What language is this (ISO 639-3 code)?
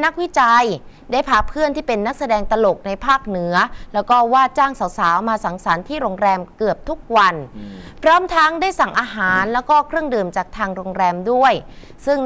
tha